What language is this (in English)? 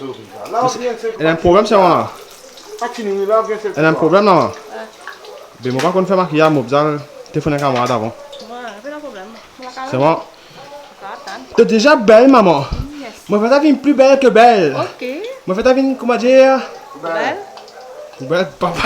Morisyen